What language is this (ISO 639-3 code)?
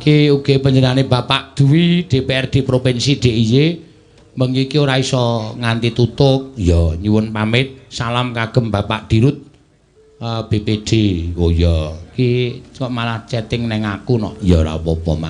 jav